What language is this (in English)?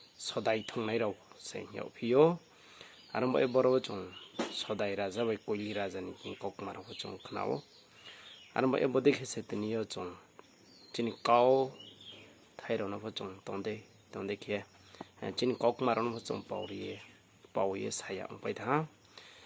Riang (India)